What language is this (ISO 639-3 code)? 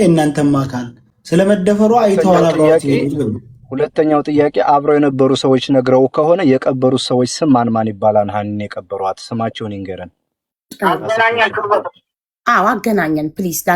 amh